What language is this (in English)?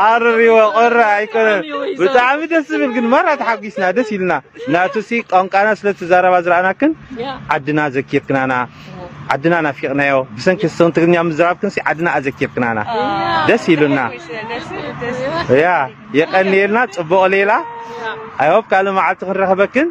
Tigrinya